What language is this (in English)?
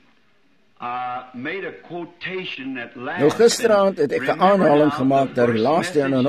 Afrikaans